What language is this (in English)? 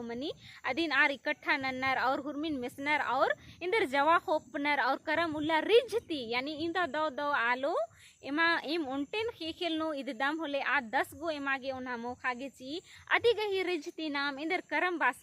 Kurukh